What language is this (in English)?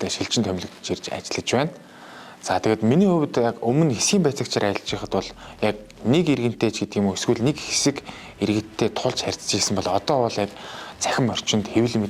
Mongolian